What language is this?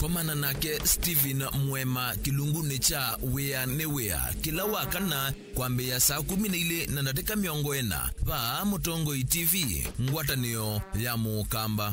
Kamba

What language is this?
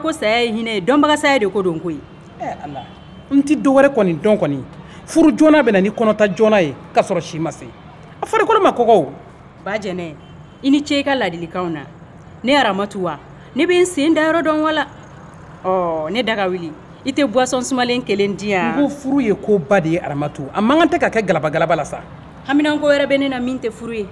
Bambara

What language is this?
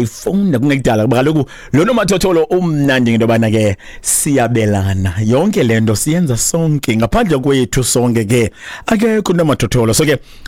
Xhosa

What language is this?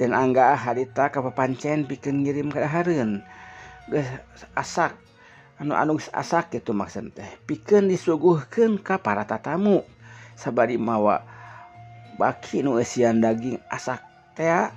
Sundanese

